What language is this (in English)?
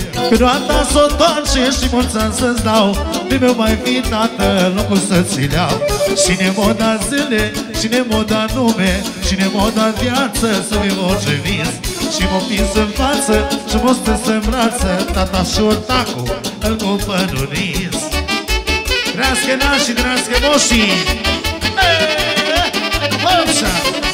Romanian